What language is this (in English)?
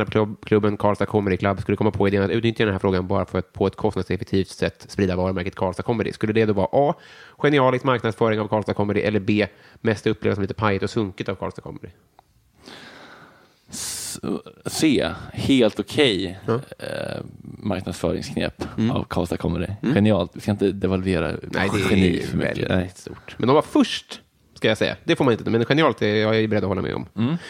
Swedish